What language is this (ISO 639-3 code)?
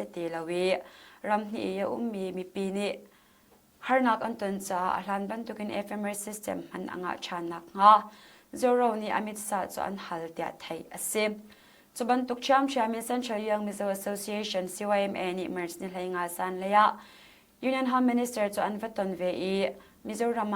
cnh